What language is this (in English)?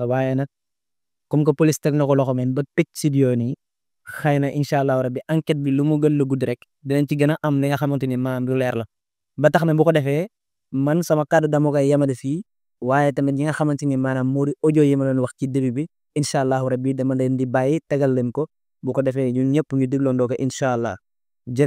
Wolof